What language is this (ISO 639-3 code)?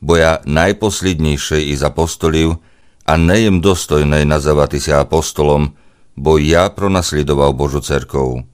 rue